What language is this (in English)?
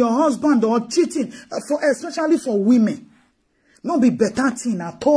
Nigerian Pidgin